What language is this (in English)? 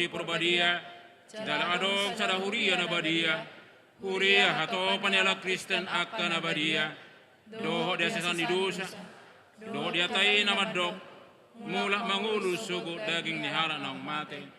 Batak Toba